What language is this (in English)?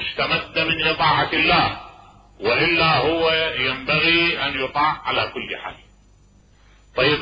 Arabic